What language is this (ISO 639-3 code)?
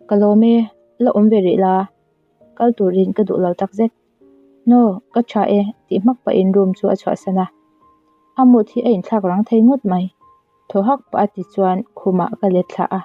lus